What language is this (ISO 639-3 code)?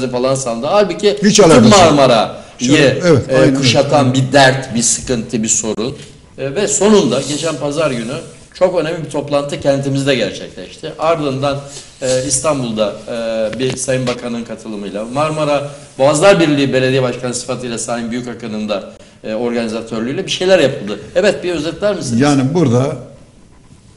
tur